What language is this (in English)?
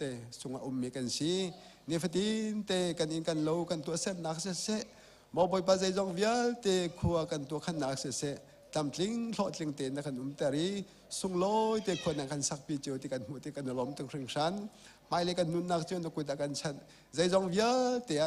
Hakha Chin